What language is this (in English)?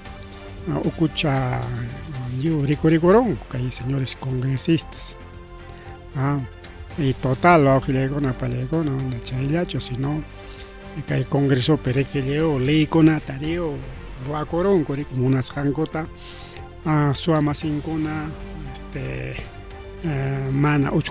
Ayacucho Quechua